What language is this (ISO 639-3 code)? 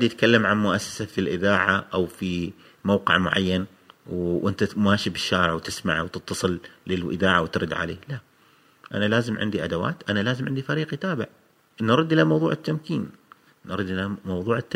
afb